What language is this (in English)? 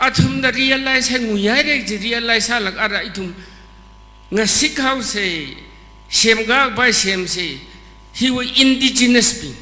Tangkhul Naga (India)